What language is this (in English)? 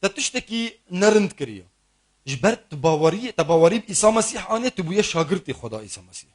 Kurdish